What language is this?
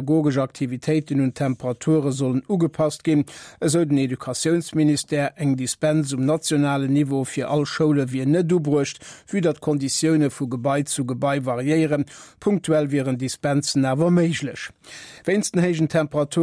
Luxembourgish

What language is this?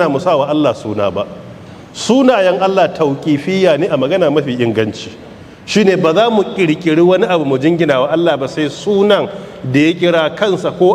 Hausa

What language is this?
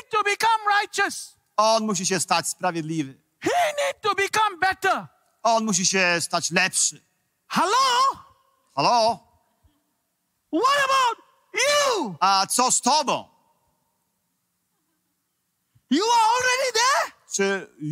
Polish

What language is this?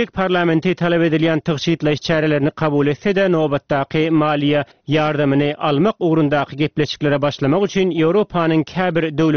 Turkmen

